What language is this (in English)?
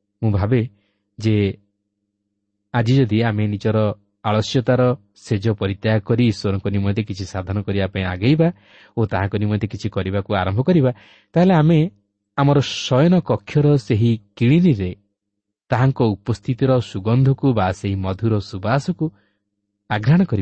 Odia